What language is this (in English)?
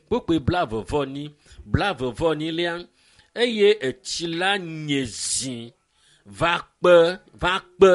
Ewe